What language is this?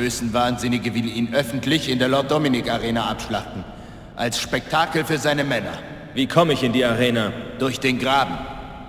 Bavarian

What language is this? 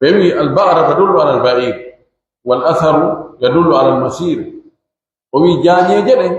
Pular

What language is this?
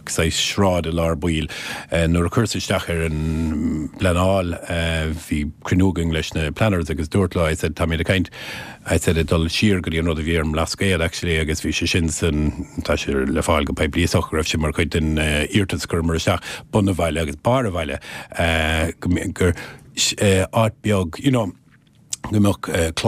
Irish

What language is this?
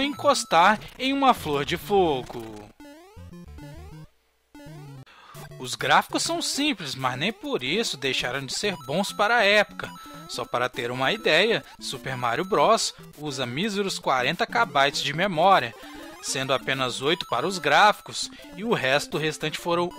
Portuguese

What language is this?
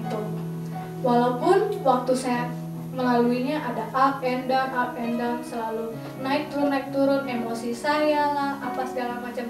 Indonesian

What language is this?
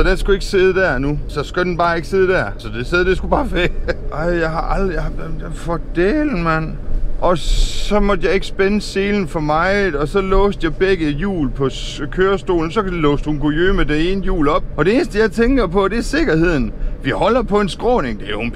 Danish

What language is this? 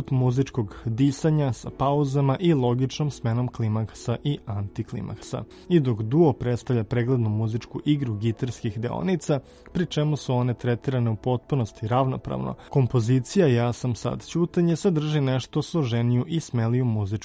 Serbian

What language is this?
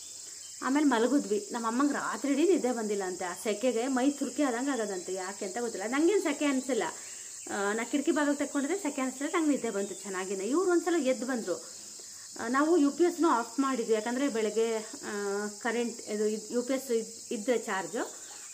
Kannada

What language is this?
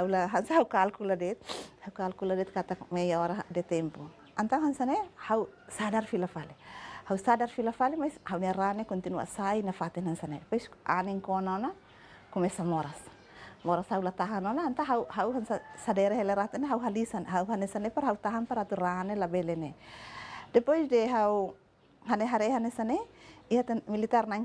Tetum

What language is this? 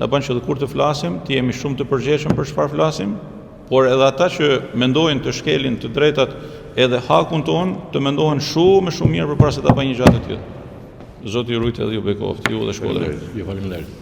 Albanian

